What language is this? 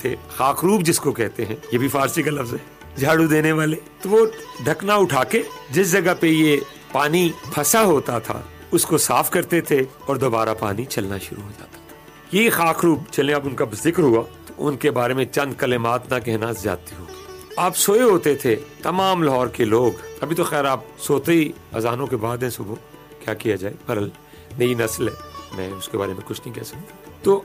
Urdu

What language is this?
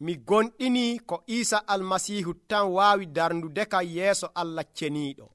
Nigerian Fulfulde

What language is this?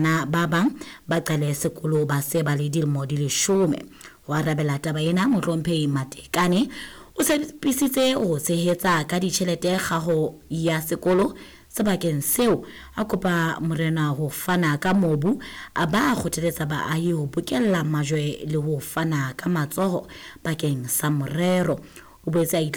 Southern Sotho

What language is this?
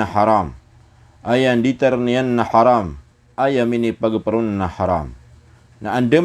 Maranao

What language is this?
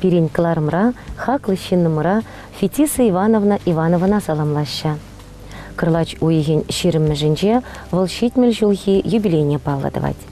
Chuvash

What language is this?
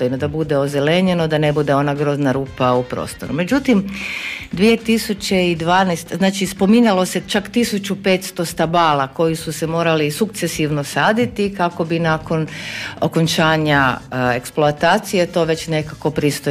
Croatian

